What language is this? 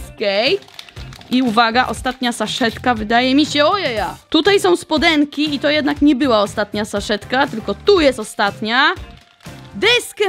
Polish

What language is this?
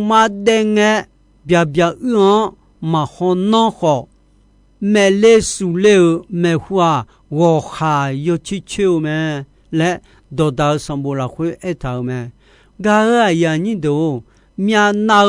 Akha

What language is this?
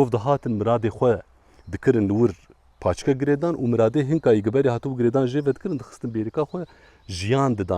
Kurdish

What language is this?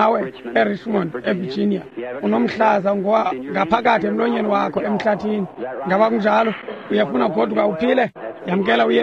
Xhosa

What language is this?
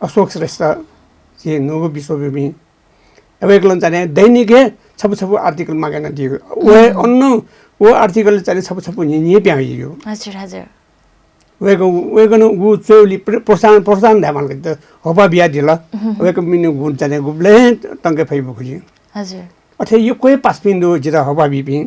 Newari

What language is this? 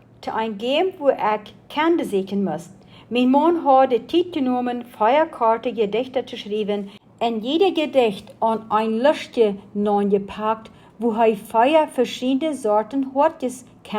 Plautdietsch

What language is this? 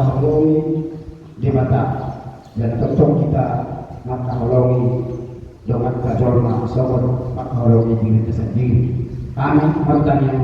Batak Toba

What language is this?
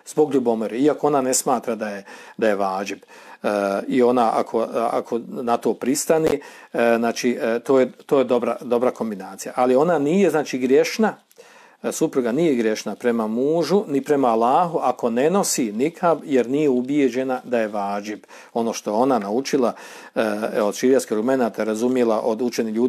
Bosnian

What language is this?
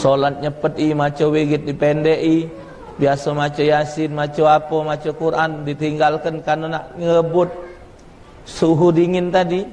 Musi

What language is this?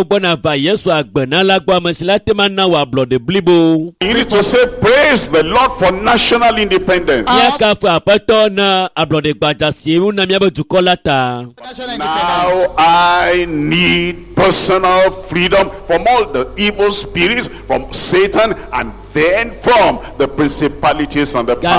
Ewe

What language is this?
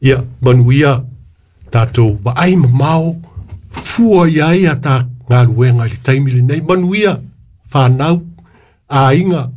Samoan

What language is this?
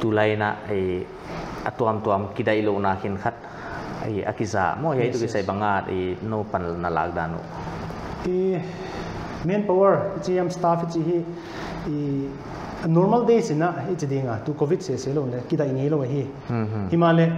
Paite Chin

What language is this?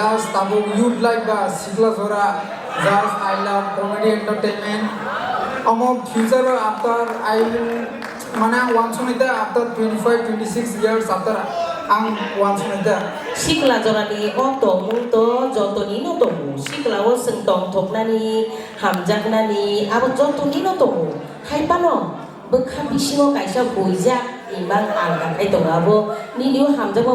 Kok Borok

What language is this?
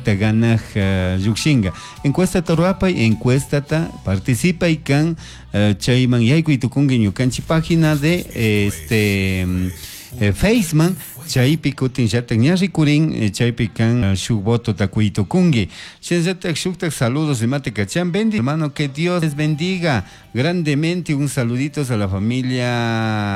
Chimborazo Highland Quichua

